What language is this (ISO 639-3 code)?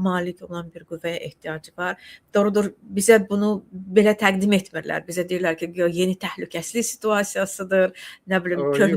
aze